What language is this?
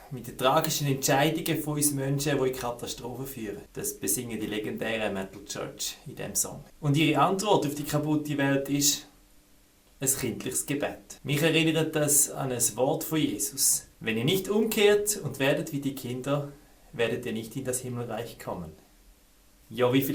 Swiss German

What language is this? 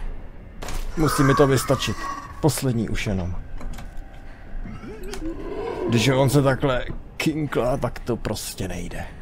Czech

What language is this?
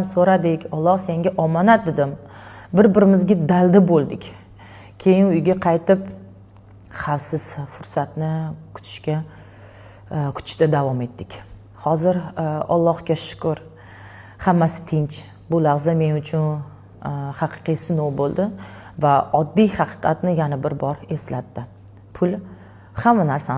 Uzbek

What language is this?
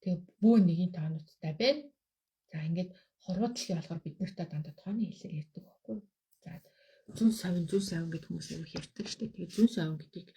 Mongolian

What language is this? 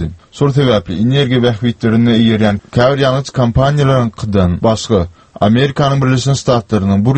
Turkmen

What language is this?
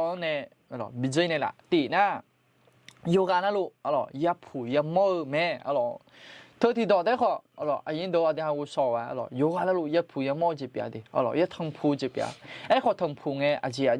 Akha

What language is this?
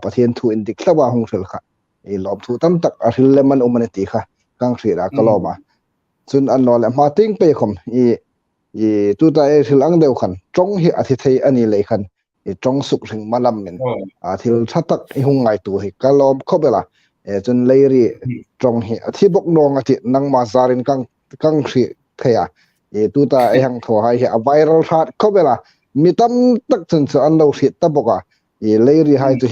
Hmar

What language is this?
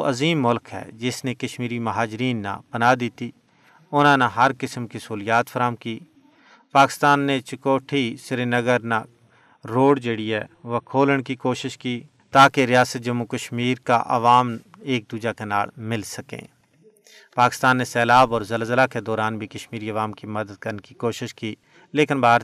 Gujari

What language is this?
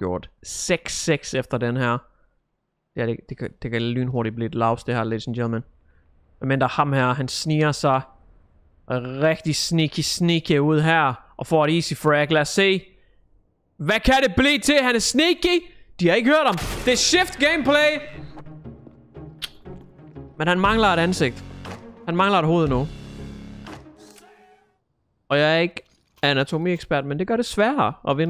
Danish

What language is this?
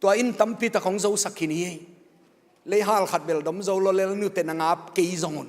Tedim Chin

